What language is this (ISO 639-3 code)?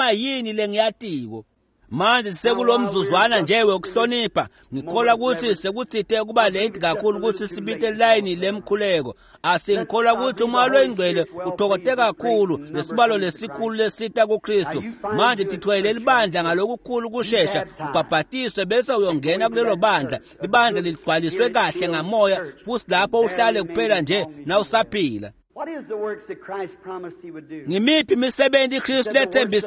ssw